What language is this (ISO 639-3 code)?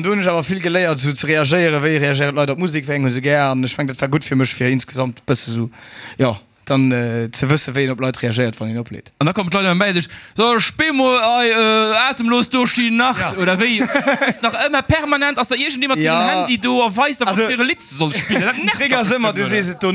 ltz